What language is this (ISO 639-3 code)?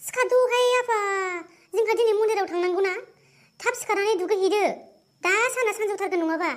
brx